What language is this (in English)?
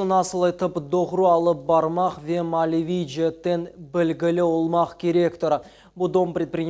Crimean Tatar